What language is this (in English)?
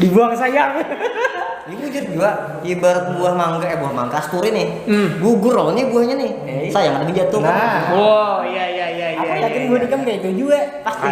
Banjar